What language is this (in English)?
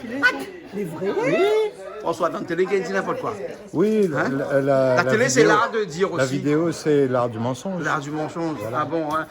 Réunion Creole French